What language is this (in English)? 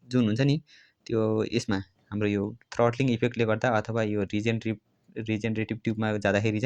Nepali